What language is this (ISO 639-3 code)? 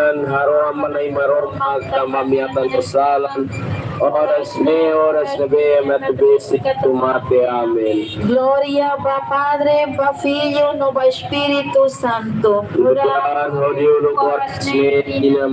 tet